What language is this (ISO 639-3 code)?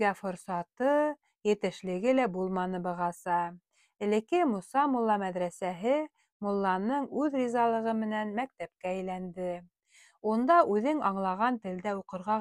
bak